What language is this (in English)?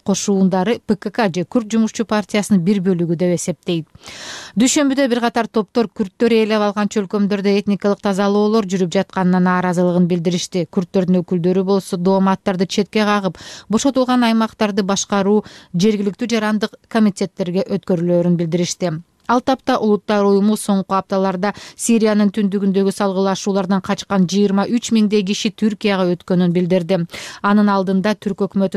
Kyrgyz